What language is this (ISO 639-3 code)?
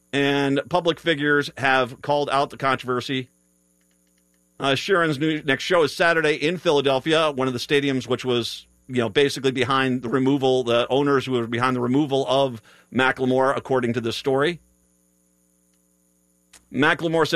eng